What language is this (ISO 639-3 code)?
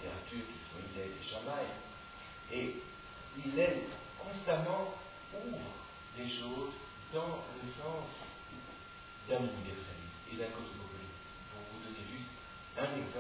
fra